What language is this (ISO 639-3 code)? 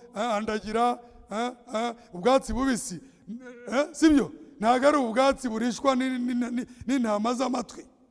kin